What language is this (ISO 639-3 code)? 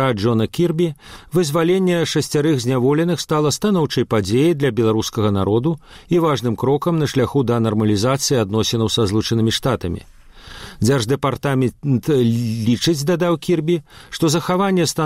bel